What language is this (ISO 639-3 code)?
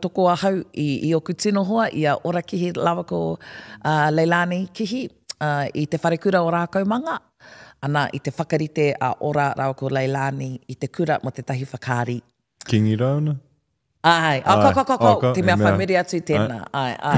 mri